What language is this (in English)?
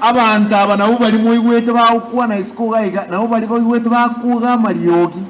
Gusii